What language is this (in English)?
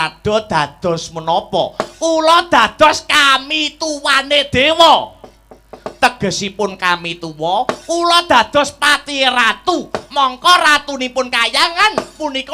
Javanese